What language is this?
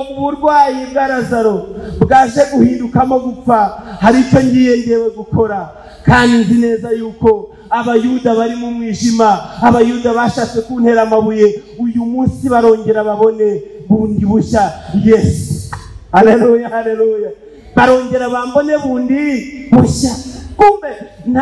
Kinyarwanda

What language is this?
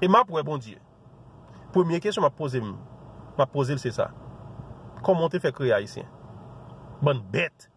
Haitian Creole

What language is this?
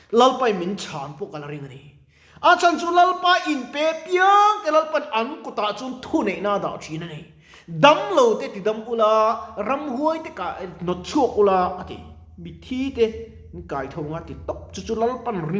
Mizo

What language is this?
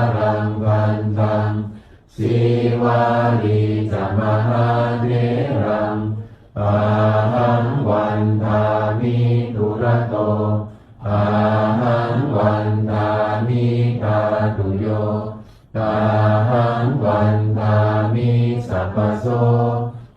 Pali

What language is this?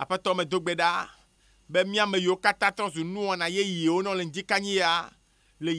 Ewe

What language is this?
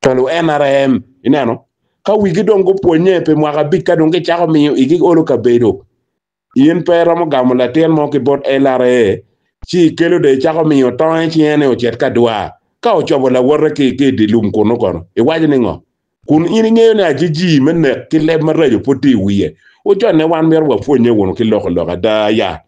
Acoli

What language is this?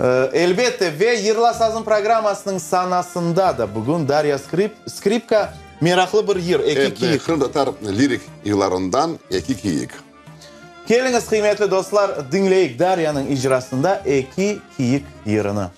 Crimean Tatar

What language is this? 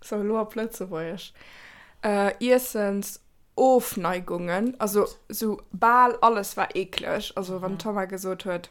Luxembourgish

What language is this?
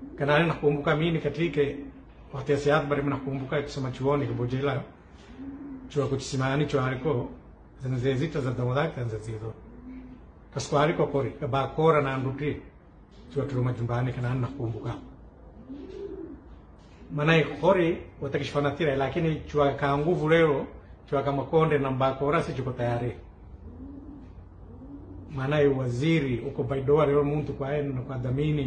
Swahili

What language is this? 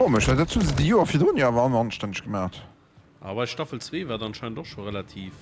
Luxembourgish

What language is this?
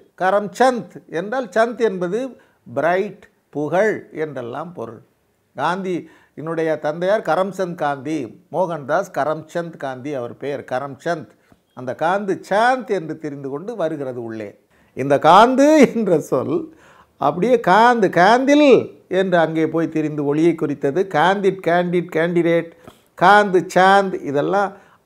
Tamil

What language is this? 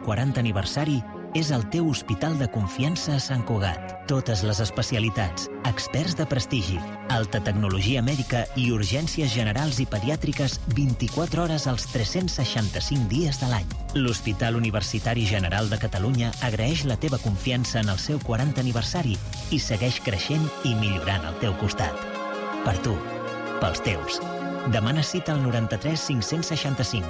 Catalan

